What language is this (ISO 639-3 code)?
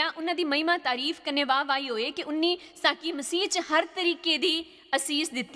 doi